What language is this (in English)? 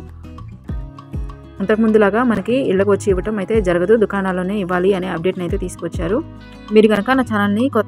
Telugu